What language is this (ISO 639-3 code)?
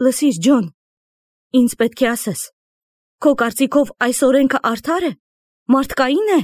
hye